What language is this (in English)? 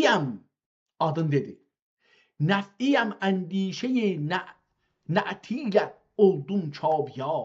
South Azerbaijani